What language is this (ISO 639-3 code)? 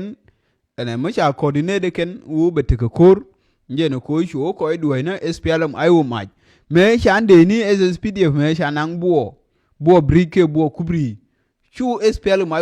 nus